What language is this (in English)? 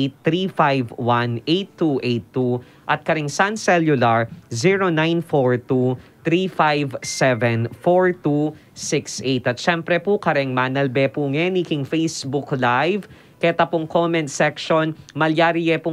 Pampanga